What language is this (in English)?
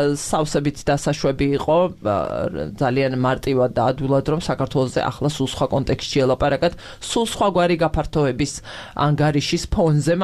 Georgian